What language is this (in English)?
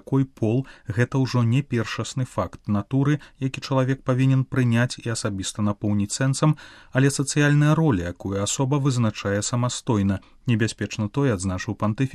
Belarusian